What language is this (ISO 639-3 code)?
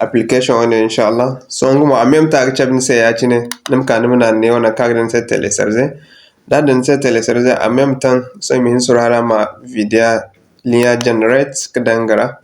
dje